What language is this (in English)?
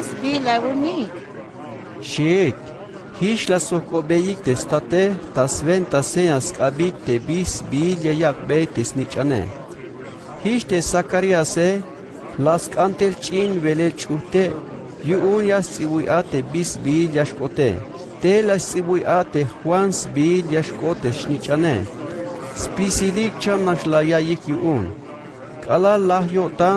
Tzeltal